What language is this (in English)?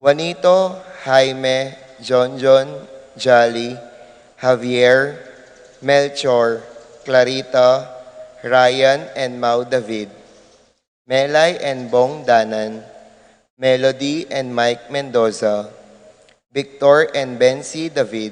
Pampanga